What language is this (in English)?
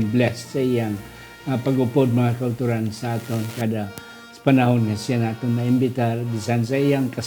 Hiligaynon